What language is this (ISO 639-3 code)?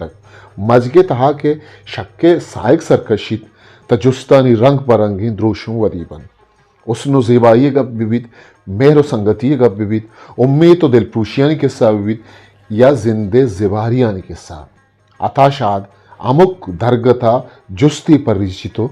bgp